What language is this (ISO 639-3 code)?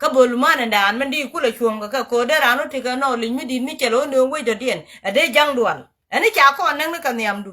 nus